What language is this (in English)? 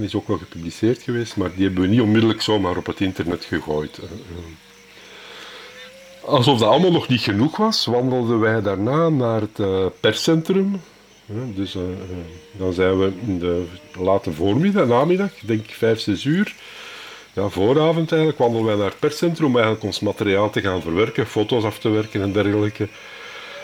Dutch